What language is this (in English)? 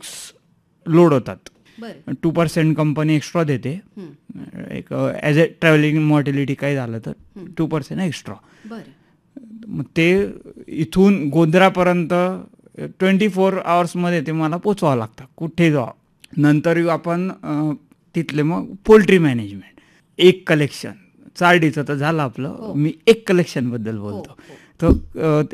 Marathi